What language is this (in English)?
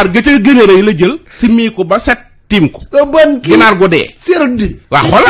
Wolof